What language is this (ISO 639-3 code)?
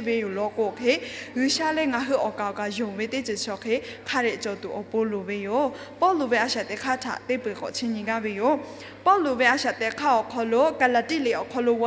lhu